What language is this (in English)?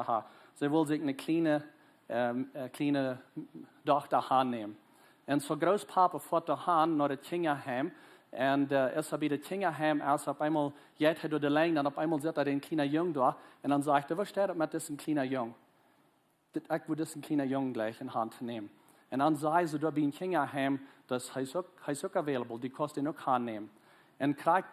Plautdietsch